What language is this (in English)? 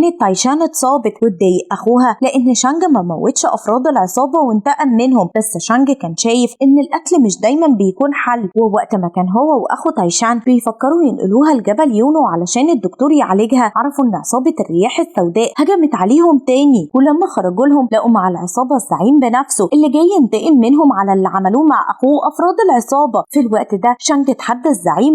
Egyptian Arabic